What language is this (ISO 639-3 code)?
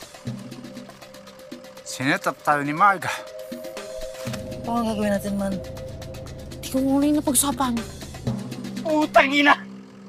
fil